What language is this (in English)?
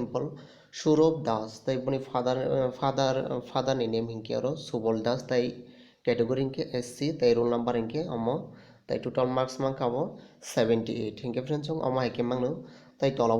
Kok Borok